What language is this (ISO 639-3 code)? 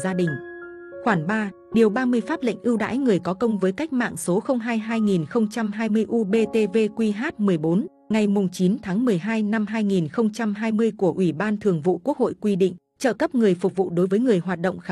vie